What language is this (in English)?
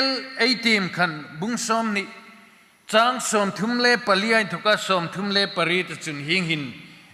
Hmar